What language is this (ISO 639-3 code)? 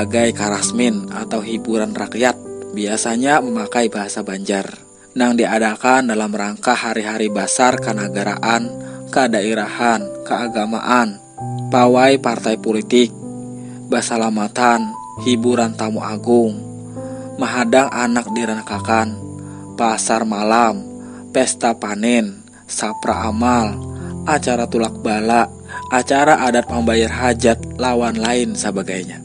bjn